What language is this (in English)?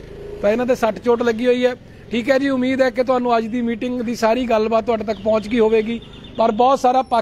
Punjabi